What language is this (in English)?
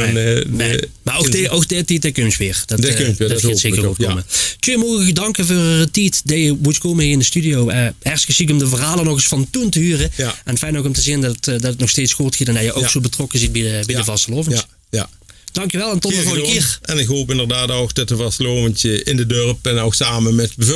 Limburgish